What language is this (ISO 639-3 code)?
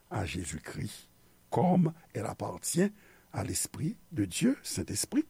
hat